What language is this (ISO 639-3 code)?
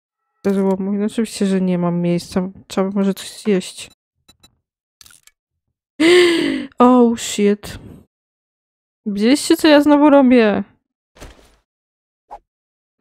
pol